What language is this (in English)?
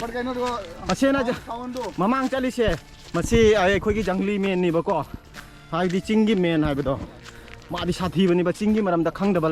Manipuri